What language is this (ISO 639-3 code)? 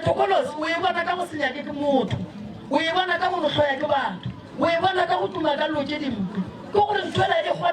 nso